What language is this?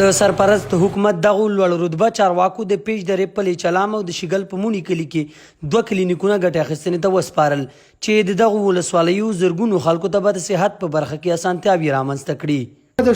Pashto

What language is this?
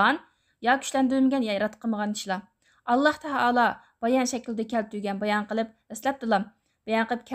Uyghur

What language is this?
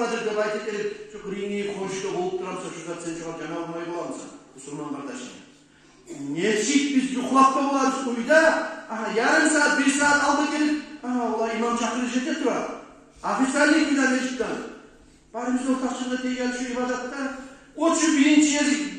Kumyk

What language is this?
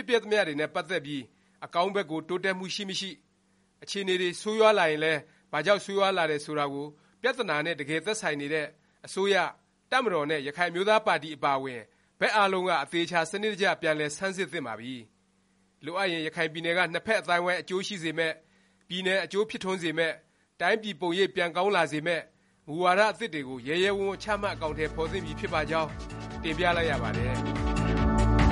Burmese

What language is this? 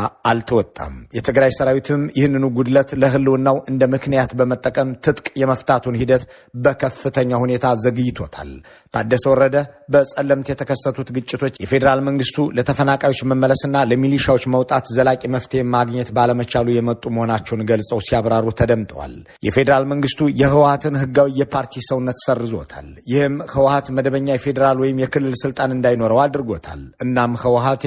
Amharic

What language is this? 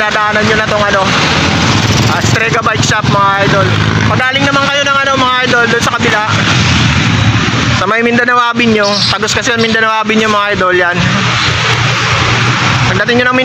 Filipino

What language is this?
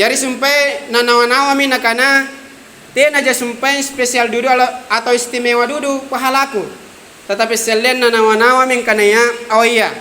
Makasar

